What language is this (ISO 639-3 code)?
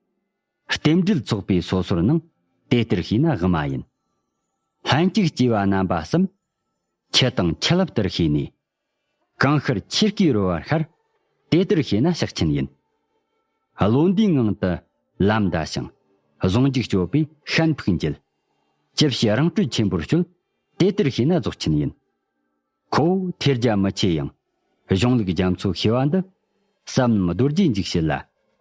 bod